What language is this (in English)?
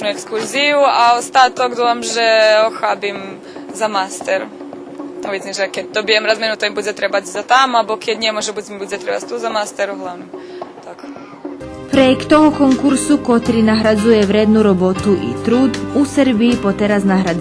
Rusyn